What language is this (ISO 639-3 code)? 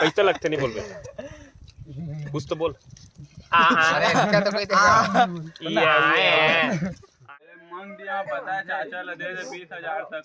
hne